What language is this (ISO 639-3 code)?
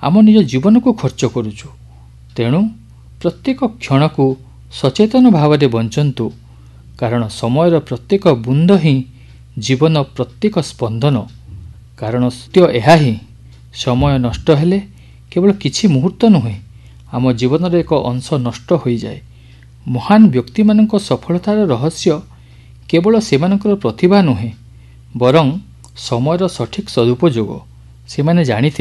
ori